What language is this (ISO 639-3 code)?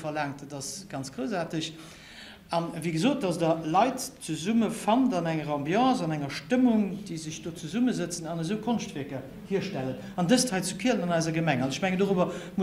ltz